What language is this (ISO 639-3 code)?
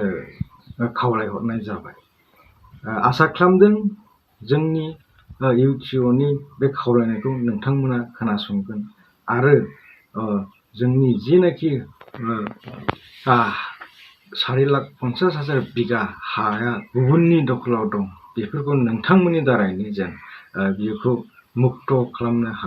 brx